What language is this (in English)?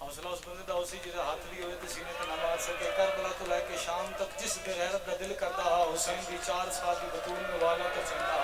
Pahari-Potwari